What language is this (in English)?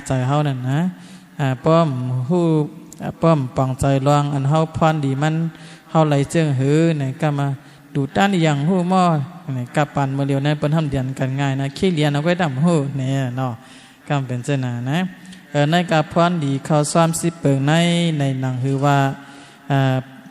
Shan